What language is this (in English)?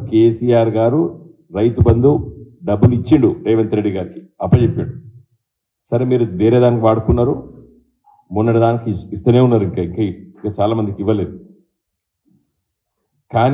Telugu